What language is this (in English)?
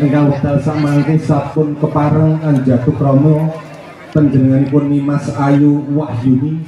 Javanese